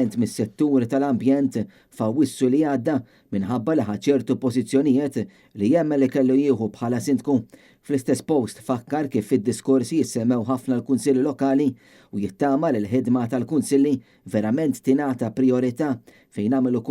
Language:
Maltese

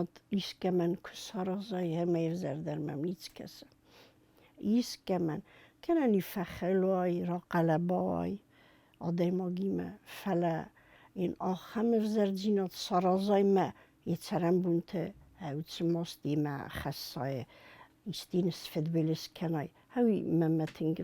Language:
Ossetic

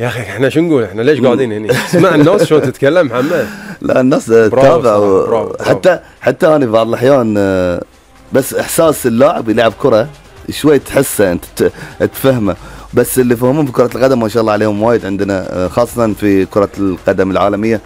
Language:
Gulf Arabic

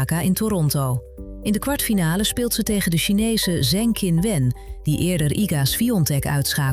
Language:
Dutch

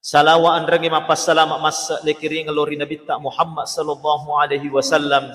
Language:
Buginese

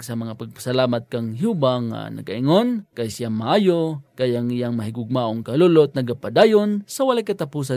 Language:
Hiligaynon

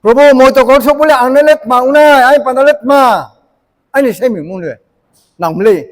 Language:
Riang (India)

